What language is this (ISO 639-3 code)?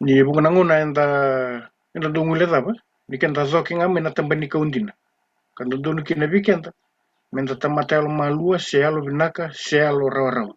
fij